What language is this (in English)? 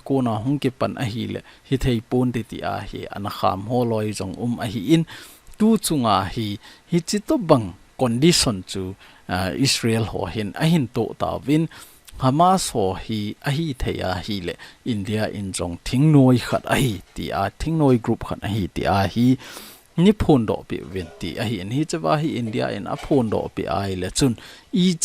Thado Chin